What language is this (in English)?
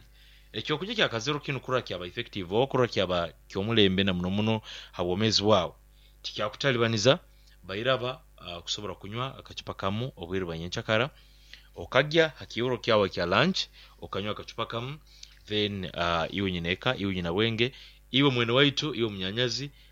Nyoro